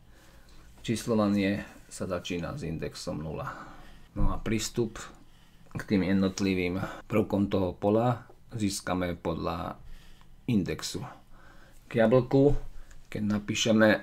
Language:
Slovak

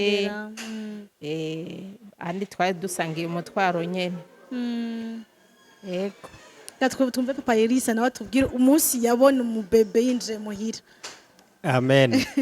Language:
Rundi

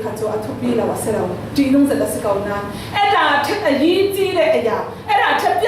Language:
Falam Chin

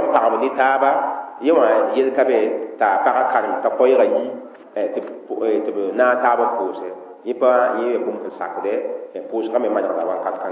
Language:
Mossi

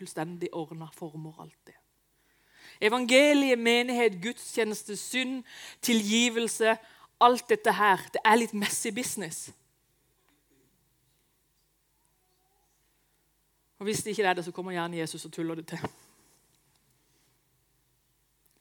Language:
Norwegian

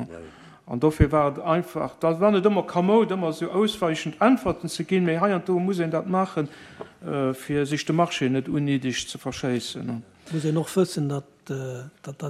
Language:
Luxembourgish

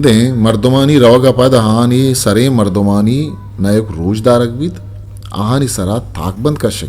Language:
Eastern Balochi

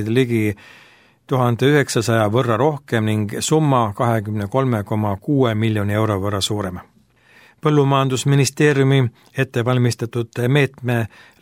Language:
Estonian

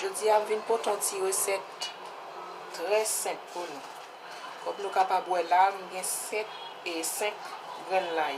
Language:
Haitian Creole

